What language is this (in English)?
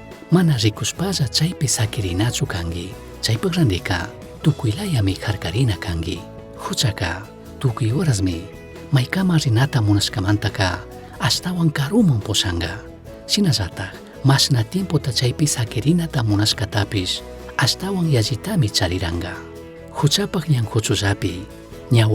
Chimborazo Highland Quichua